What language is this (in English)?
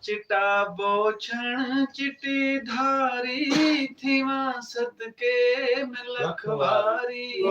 Saraiki